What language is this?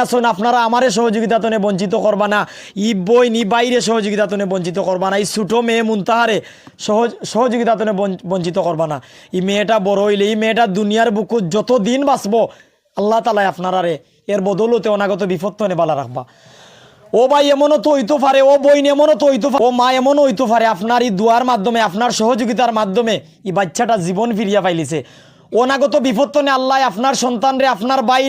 Sylheti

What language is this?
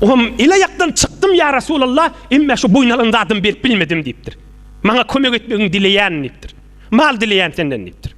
Turkmen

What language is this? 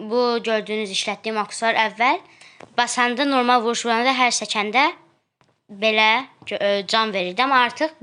Azerbaijani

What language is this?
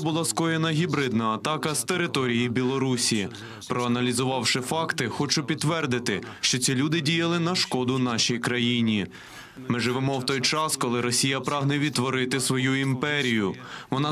Ukrainian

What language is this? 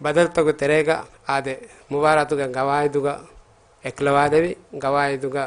Divehi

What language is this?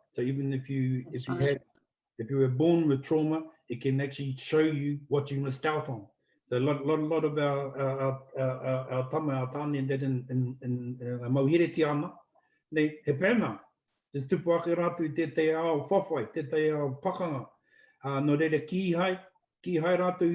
Māori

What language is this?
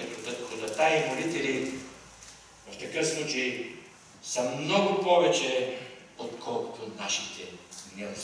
Bulgarian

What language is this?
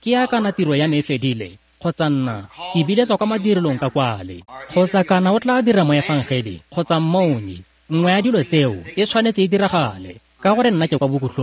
Tswana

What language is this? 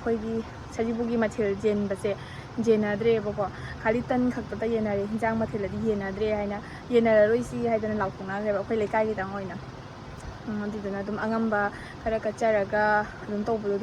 Manipuri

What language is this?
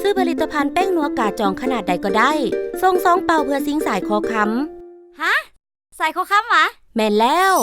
Lao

